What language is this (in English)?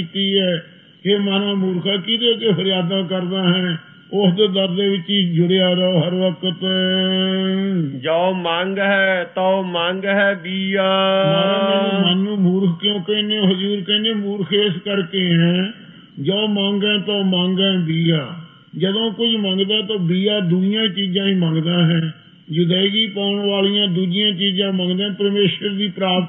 Punjabi